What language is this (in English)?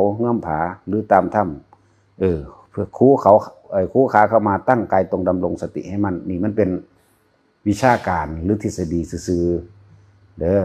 Northeastern Thai